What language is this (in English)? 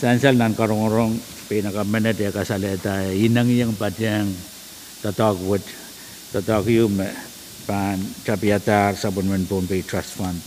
Pohnpeian